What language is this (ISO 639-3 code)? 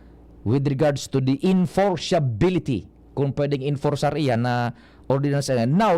bik